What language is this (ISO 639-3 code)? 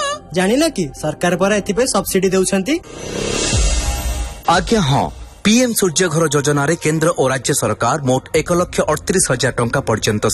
ori